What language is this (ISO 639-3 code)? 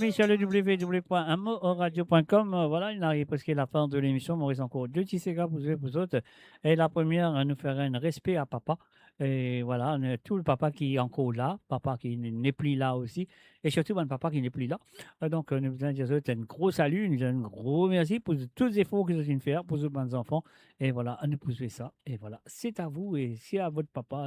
mfe